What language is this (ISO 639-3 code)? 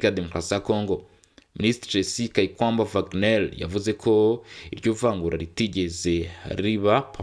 kin